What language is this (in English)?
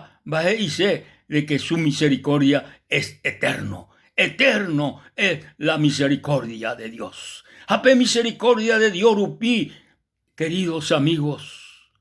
Guarani